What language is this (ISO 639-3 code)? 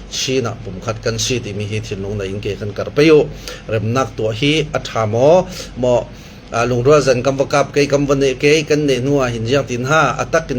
cfm